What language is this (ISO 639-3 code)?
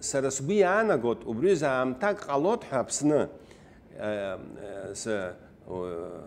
abk